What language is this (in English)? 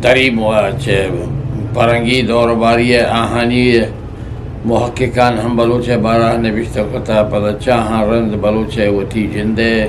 Eastern Balochi